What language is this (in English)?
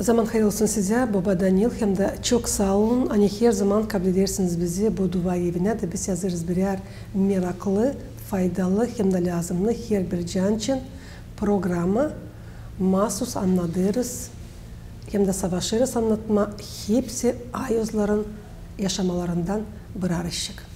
Gagauz